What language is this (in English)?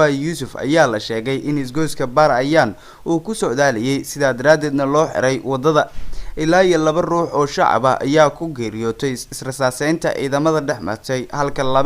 Somali